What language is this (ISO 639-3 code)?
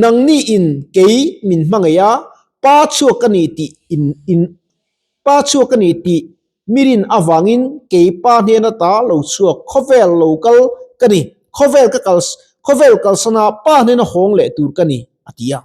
lus